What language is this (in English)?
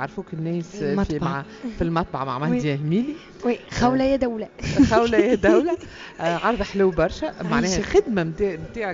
Tunisian Arabic